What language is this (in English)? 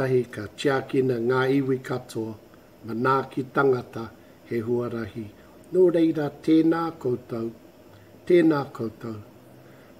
Māori